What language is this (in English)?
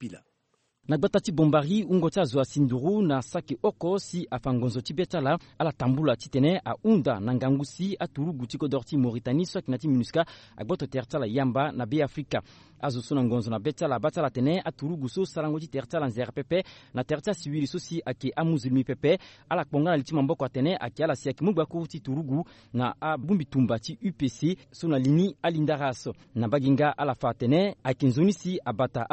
Sango